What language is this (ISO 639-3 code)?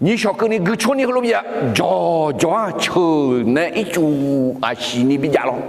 ahk